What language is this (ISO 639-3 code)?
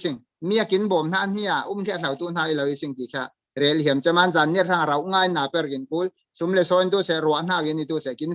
cfm